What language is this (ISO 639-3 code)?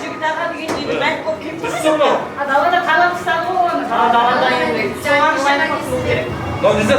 kaa